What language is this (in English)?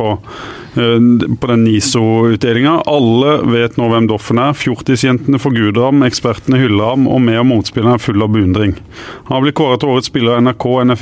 Norwegian